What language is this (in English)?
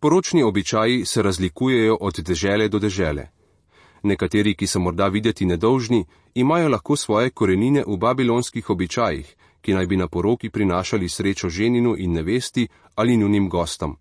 Slovenian